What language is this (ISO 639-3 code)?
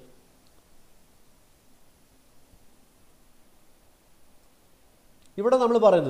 mal